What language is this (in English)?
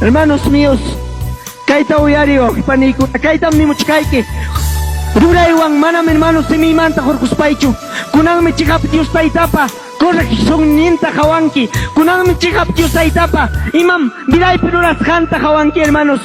Ayacucho Quechua